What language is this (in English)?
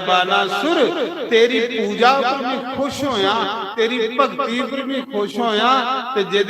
Dogri